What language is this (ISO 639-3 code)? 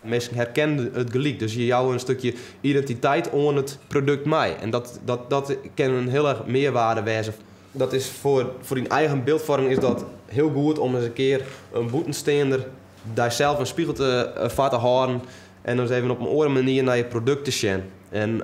fry